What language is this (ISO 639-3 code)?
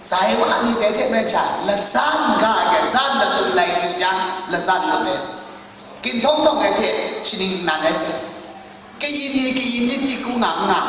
kac